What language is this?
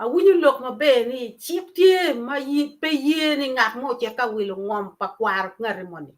Acoli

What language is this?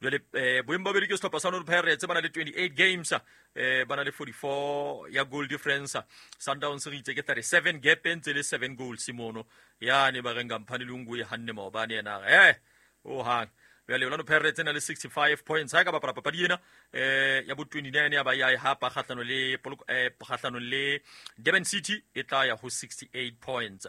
Southern Sotho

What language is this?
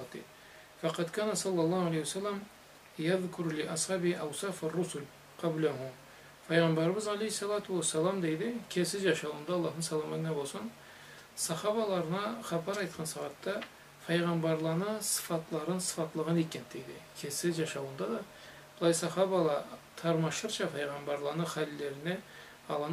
Karachay-Balkar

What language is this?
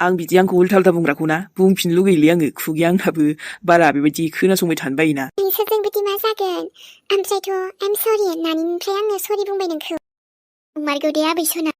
Bodo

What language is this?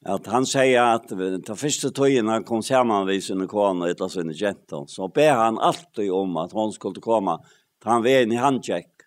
Faroese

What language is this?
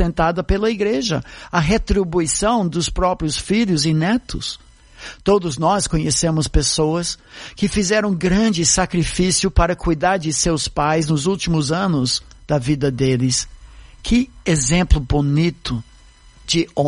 Portuguese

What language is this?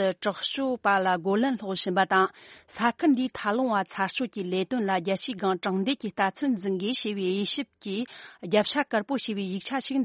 Tibetan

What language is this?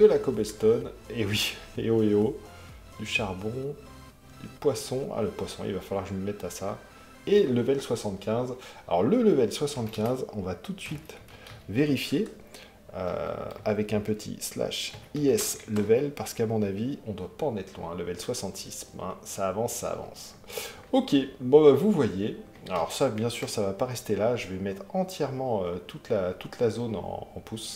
French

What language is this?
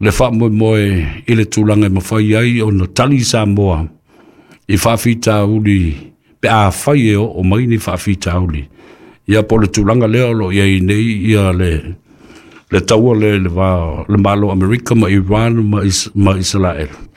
Samoan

